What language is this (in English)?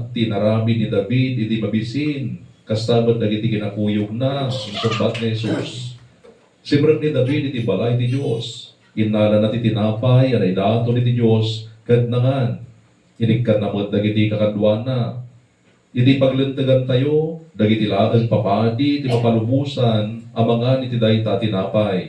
Iloko